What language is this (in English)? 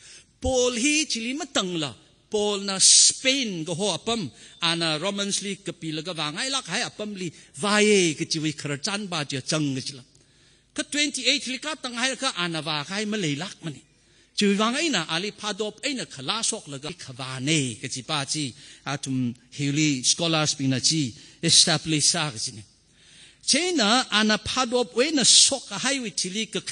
Tangkhul Naga (India)